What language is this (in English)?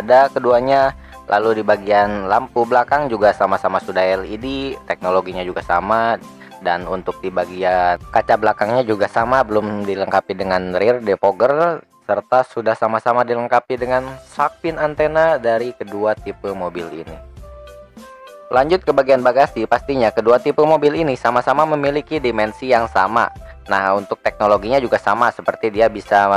Indonesian